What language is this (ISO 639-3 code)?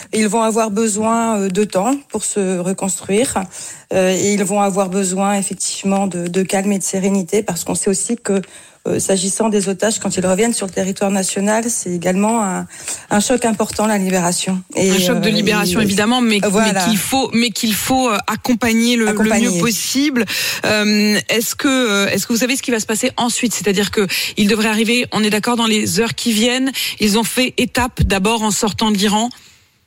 fra